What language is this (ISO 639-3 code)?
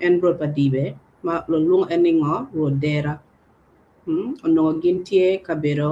ach